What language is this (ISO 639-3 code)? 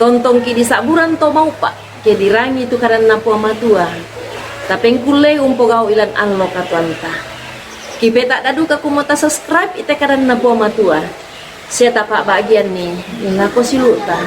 sda